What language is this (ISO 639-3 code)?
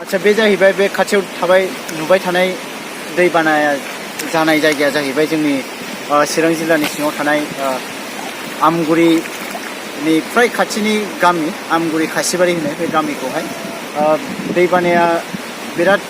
brx